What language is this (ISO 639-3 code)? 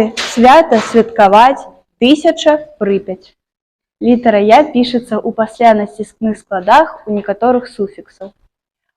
bel